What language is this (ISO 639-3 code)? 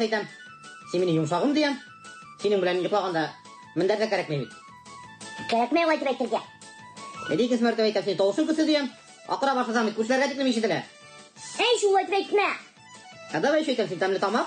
bak